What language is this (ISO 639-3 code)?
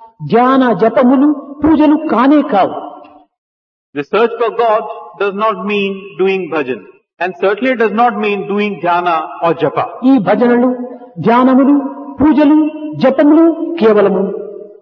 tel